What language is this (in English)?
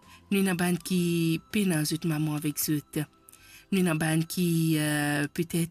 Morisyen